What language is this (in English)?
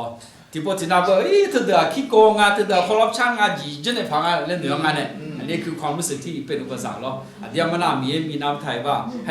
Akha